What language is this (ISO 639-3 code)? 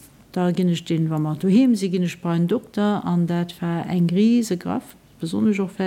ltz